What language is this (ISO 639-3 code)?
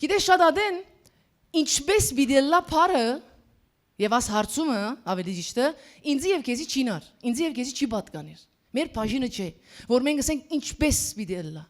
hyw